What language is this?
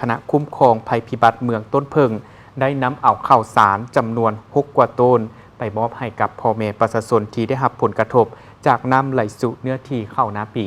Lao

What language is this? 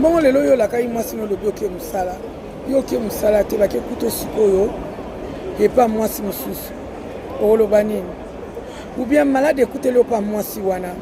Lingala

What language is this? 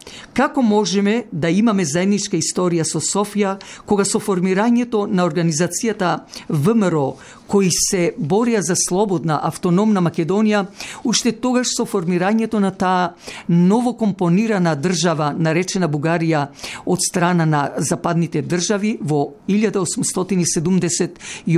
Macedonian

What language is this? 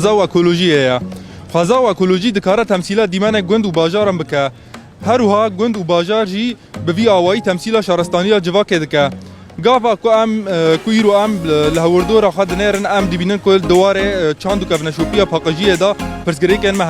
Kurdish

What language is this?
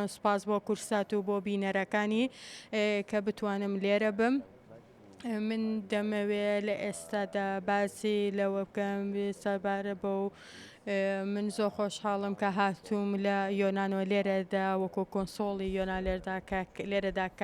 Central Kurdish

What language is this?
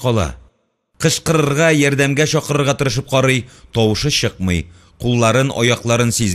Tatar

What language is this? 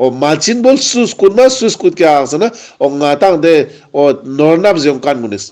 Ladakhi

